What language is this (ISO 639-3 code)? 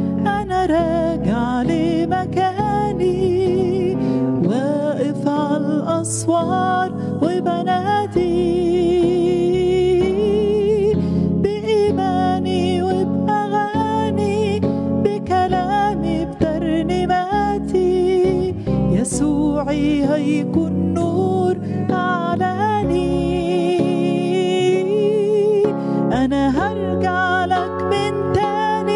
arz